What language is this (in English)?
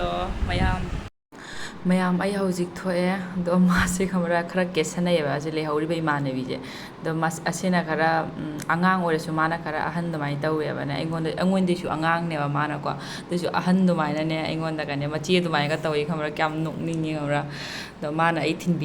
Manipuri